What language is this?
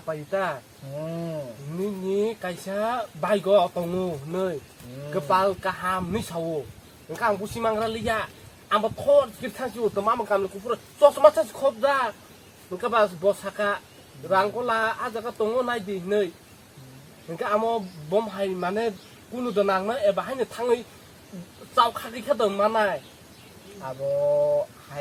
Kok Borok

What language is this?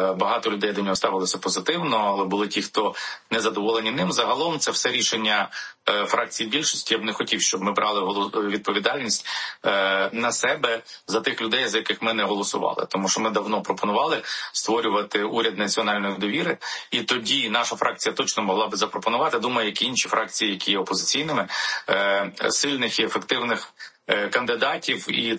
Ukrainian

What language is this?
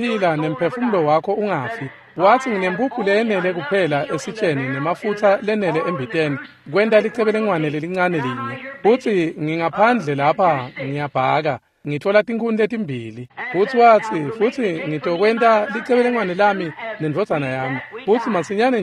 Swati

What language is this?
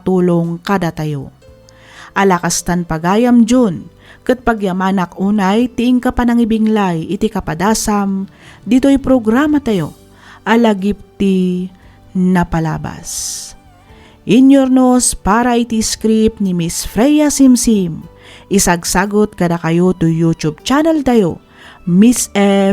Iloko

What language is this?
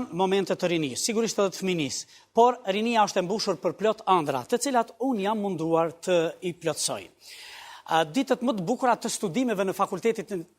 Albanian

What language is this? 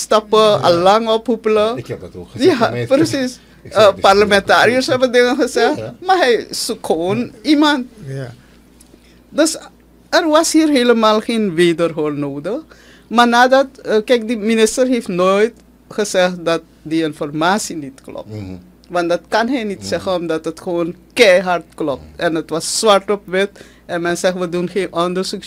Dutch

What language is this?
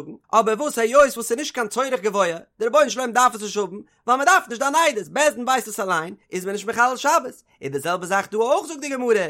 Yiddish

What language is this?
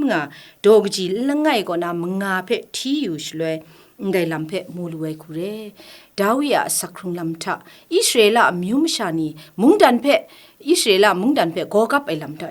Kachin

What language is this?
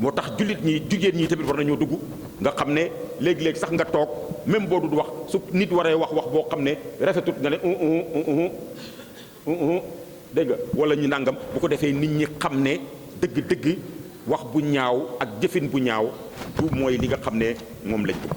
Wolof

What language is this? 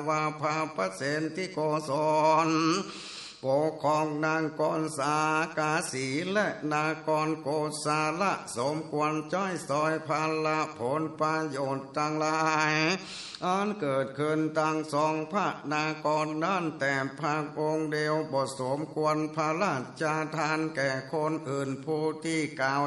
Northern Thai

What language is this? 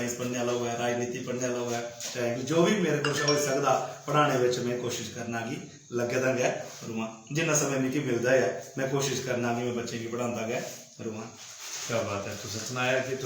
Dogri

